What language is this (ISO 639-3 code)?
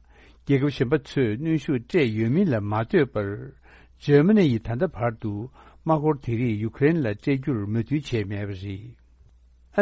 bod